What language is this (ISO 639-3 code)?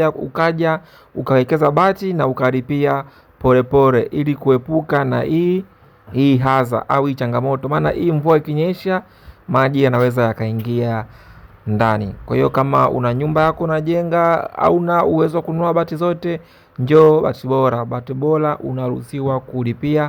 swa